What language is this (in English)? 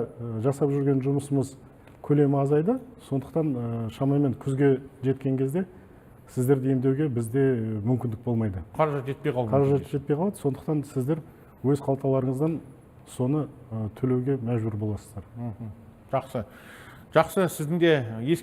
Kazakh